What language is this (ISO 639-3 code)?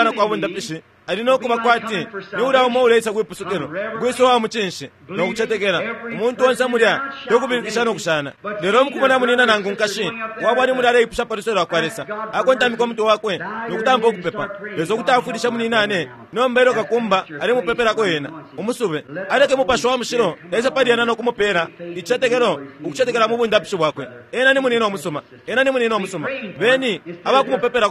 bem